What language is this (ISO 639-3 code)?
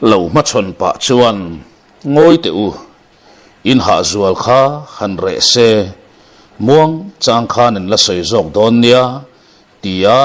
lus